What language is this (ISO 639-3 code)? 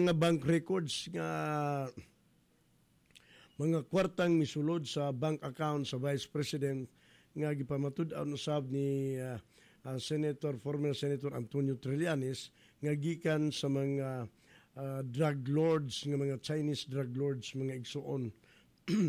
ceb